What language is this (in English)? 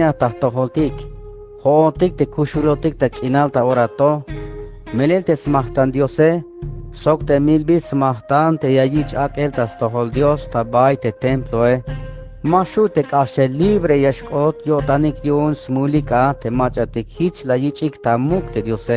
Tzeltal